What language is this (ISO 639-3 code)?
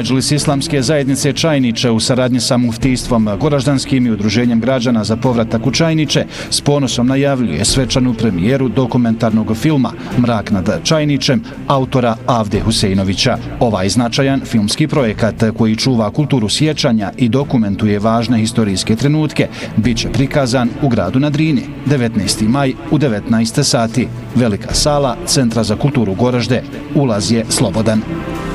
bos